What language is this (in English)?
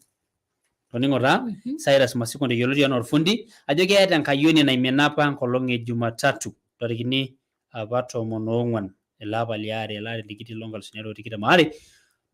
Masai